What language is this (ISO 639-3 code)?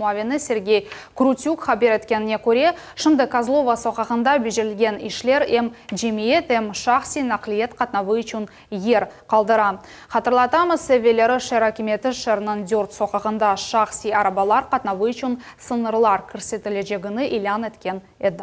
crh